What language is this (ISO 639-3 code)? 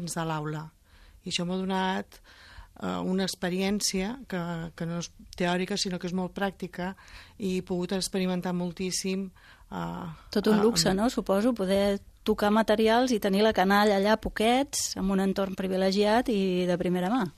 cat